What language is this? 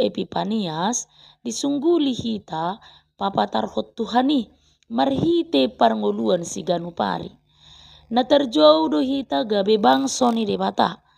Batak Toba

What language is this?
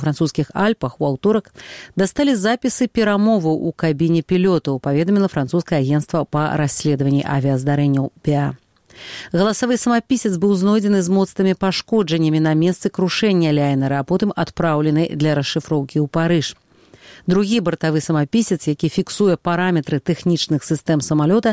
Belarusian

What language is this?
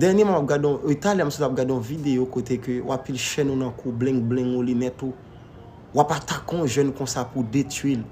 Haitian Creole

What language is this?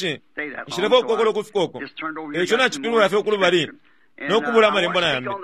Bemba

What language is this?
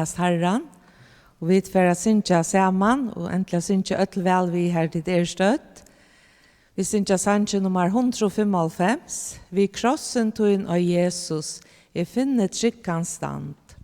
Faroese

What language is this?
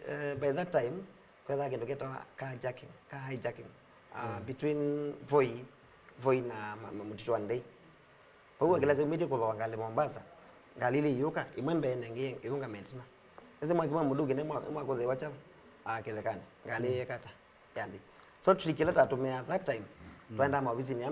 Kamba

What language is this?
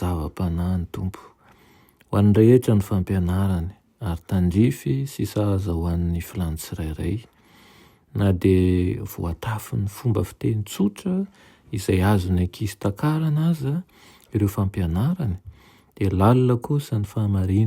Malagasy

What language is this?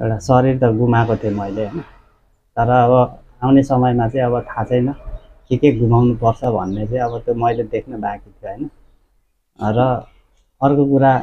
Nepali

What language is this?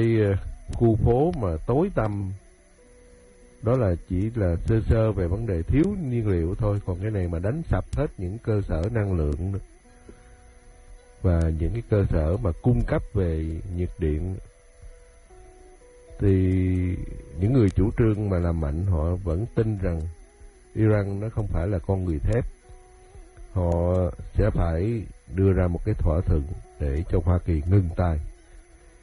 Vietnamese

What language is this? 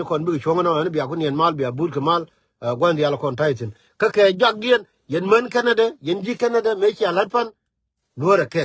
Nuer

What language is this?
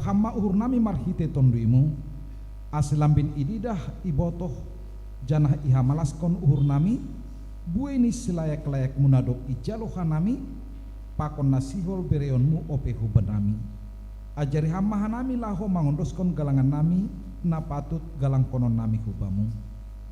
Batak Simalungun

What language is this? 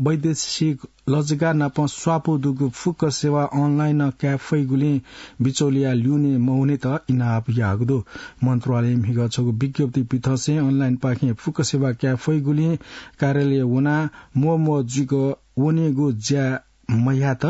Newari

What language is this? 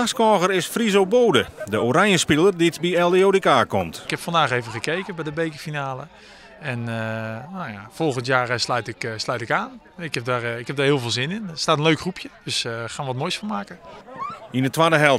Western Frisian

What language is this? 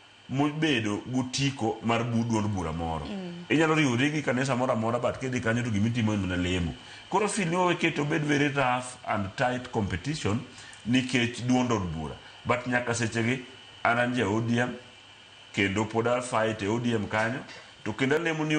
Luo (Kenya and Tanzania)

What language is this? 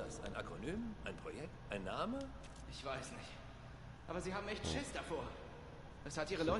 Swiss German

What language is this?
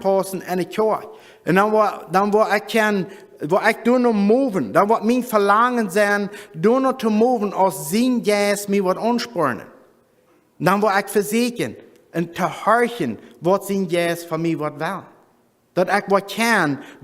Plautdietsch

